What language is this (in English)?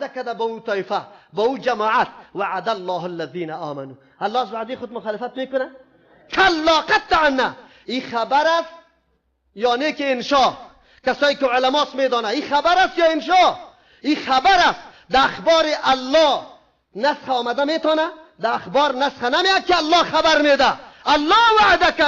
Persian